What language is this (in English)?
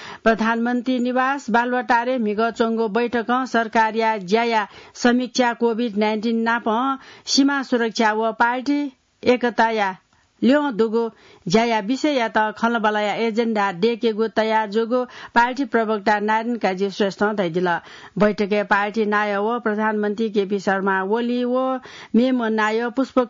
Newari